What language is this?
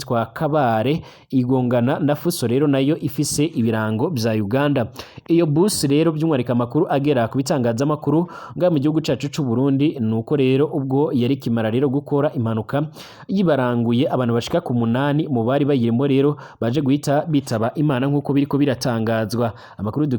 Rundi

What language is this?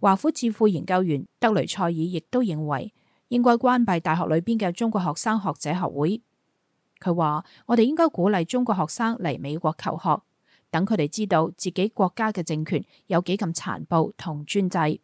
Cantonese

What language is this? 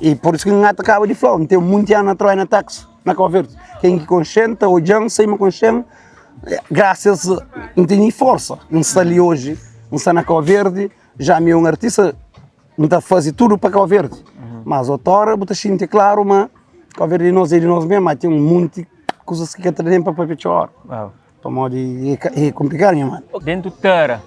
Kabuverdianu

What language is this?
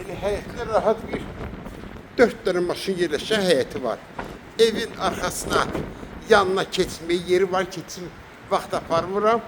Azerbaijani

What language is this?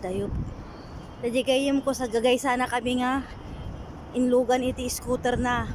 Iloko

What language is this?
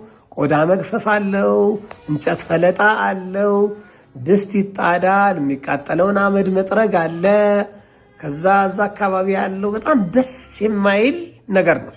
Amharic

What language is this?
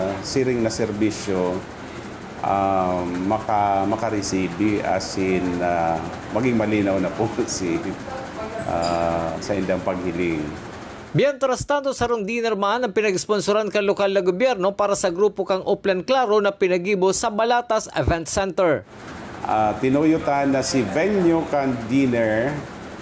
Bikol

